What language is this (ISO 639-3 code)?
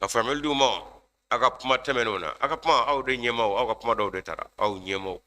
bam